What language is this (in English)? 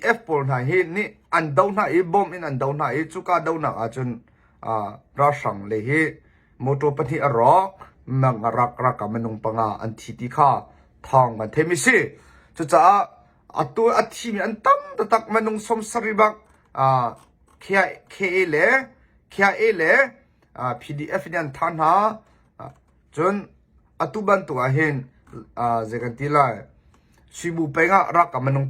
Hakha Chin